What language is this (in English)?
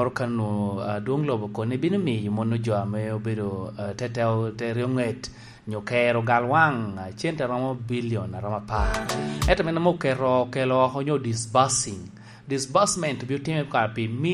Lango (Uganda)